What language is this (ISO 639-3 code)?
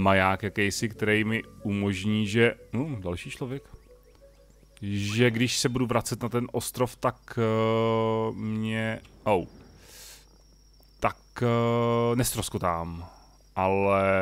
ces